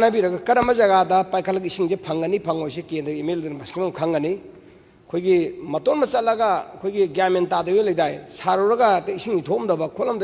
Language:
Manipuri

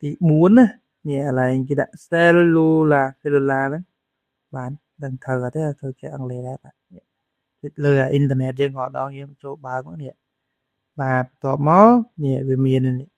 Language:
Khmer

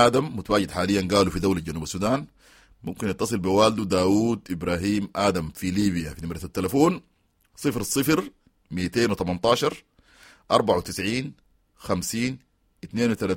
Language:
Sudanese Arabic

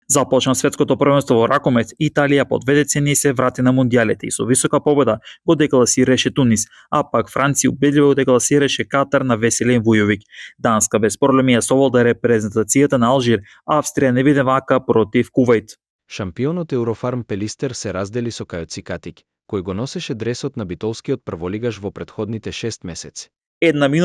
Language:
Macedonian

